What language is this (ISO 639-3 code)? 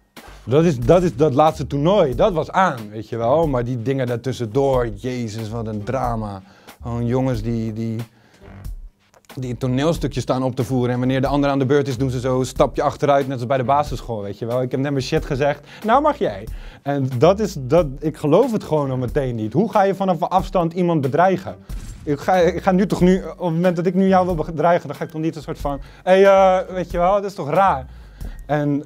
nld